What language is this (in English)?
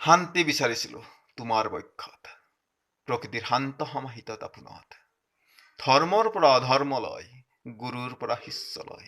Assamese